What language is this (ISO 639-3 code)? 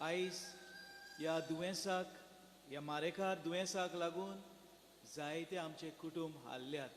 kok